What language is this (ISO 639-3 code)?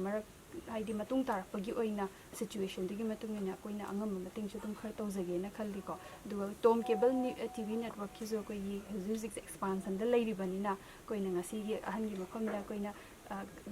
mni